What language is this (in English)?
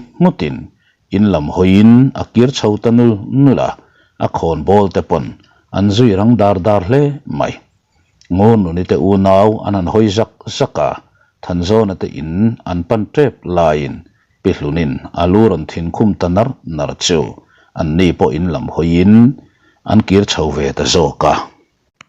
Mizo